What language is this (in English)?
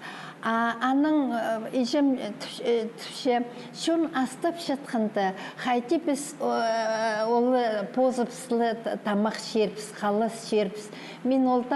Khakas